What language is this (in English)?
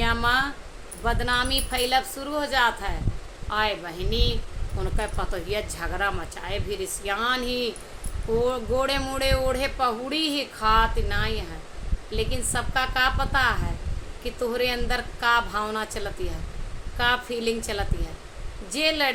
Awadhi